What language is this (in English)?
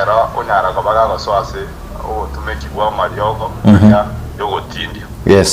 Gusii